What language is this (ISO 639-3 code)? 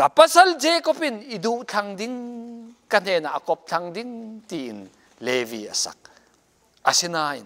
cfm